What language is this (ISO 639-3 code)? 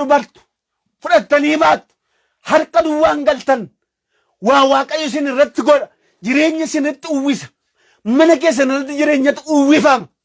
orm